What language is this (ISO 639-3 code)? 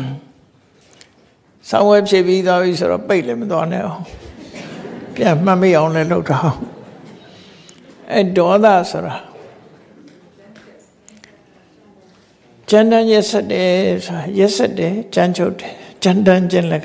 mya